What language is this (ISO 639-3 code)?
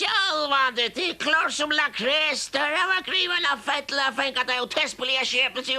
fao